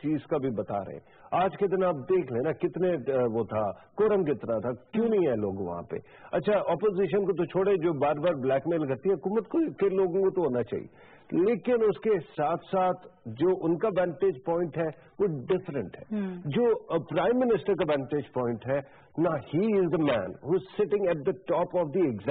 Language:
Urdu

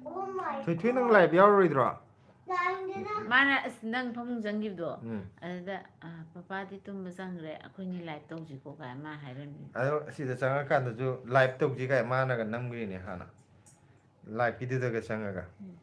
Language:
Manipuri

